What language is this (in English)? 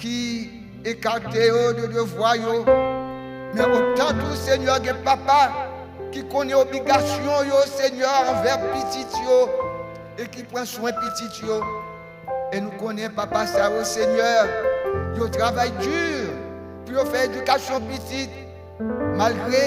Haitian Creole